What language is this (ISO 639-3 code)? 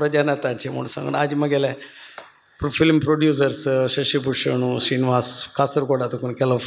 kok